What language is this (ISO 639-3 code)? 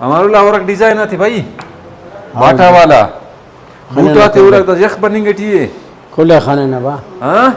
brh